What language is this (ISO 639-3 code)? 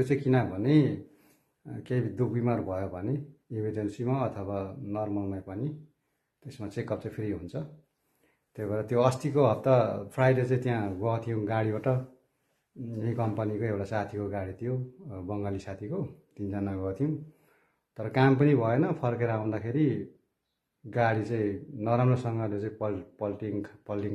nep